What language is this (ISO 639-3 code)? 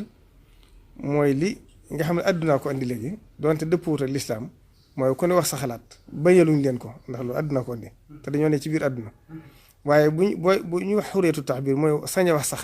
wol